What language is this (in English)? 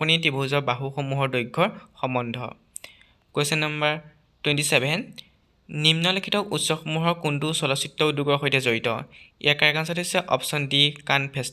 Assamese